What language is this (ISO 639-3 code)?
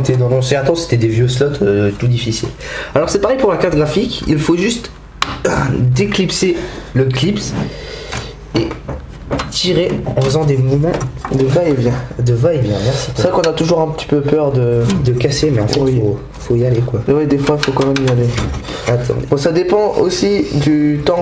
fra